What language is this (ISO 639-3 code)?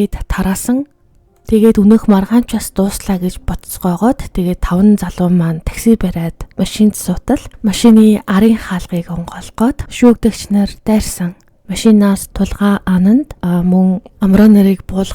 mon